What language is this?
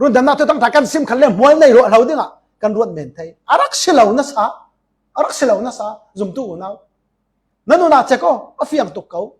Falam Chin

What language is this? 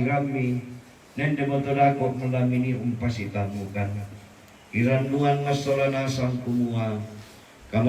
Toraja-Sa'dan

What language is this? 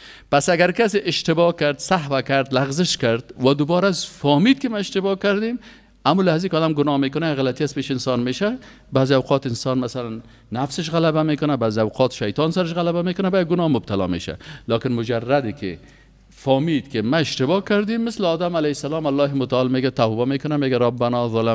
Persian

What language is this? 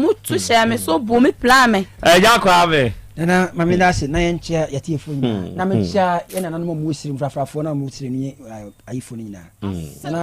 Akan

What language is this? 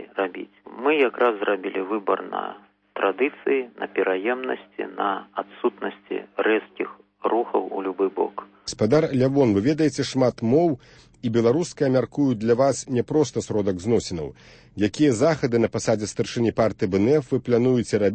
Belarusian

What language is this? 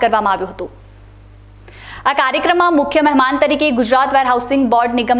Gujarati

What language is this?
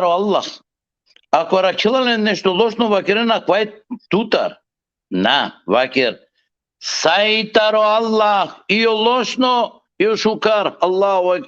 Balkan Romani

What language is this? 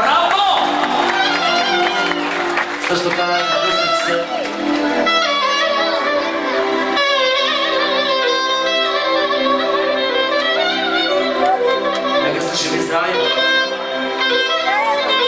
Bulgarian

